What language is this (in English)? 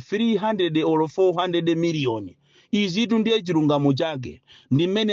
Nyanja